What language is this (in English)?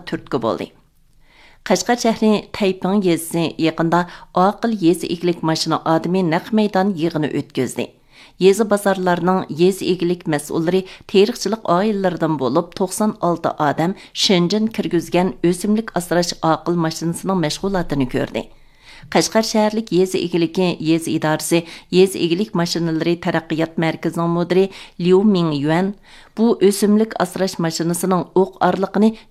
Uyghur